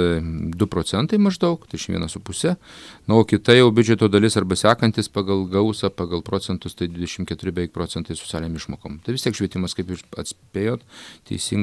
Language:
Lithuanian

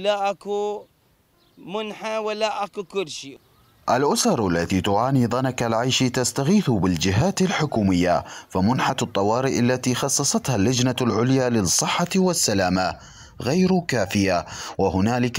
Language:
Mesopotamian Arabic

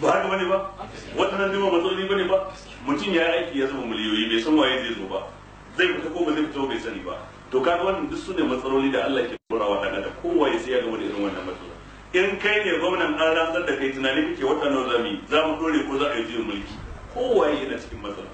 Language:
Hausa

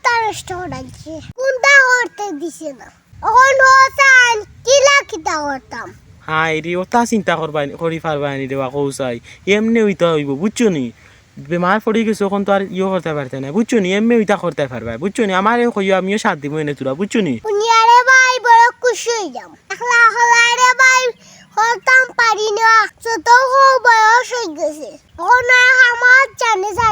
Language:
Sylheti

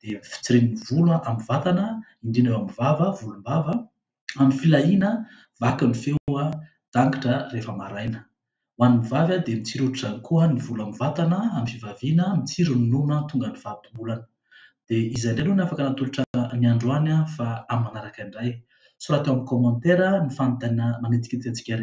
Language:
Malagasy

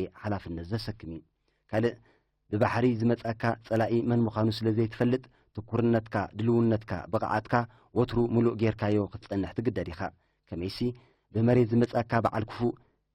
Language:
Tigrinya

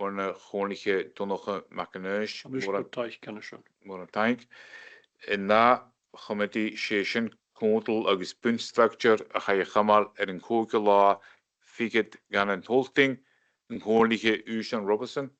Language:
Scottish Gaelic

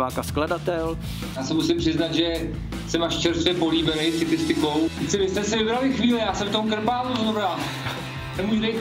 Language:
Czech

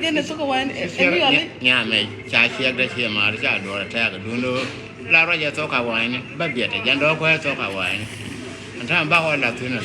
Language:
Nuer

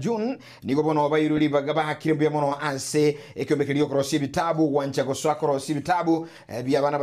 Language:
Gusii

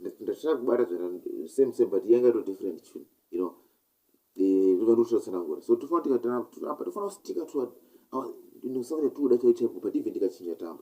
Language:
Shona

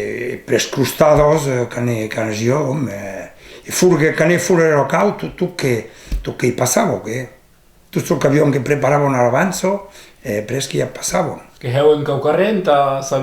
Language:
Occitan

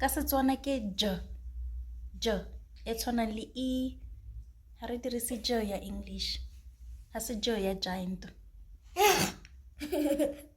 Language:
Tswana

